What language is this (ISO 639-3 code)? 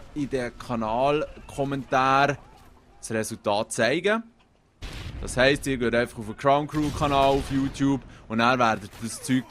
gsw